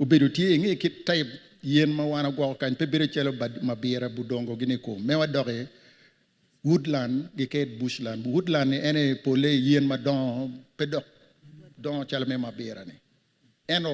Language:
Acoli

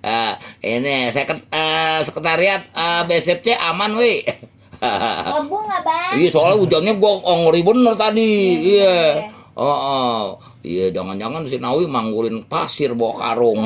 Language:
Betawi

